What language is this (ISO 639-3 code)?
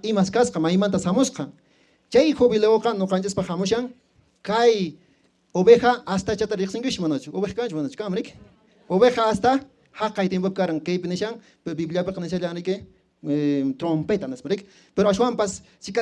que